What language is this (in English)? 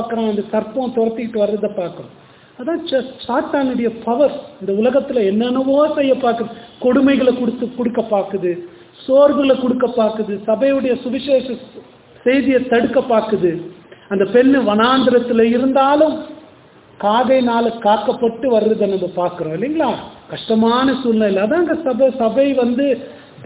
Tamil